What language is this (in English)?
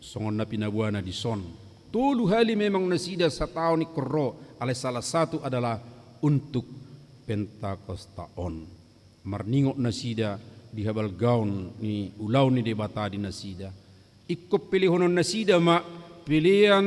Batak Toba